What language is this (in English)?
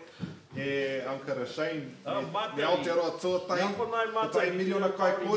Māori